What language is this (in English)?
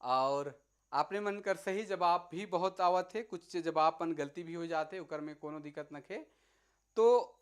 Sadri